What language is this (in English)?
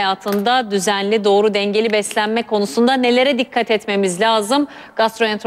Turkish